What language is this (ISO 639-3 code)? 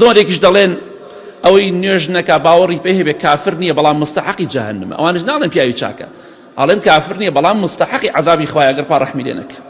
ckb